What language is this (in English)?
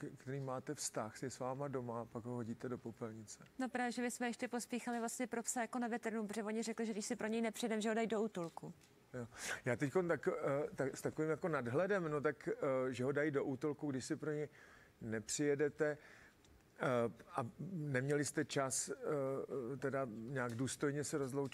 Czech